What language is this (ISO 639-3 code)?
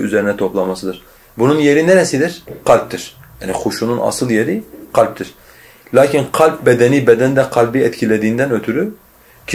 tur